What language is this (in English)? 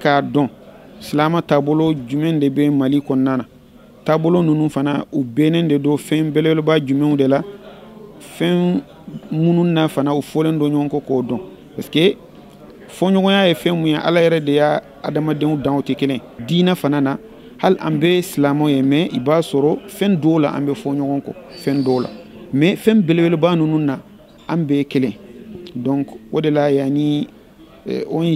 Bambara